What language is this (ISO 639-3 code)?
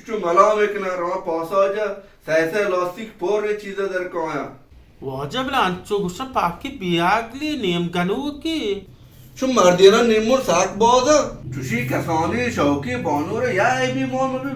bal